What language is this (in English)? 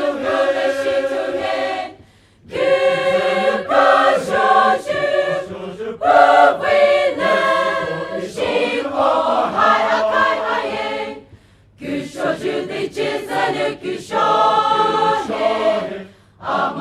Poumei Naga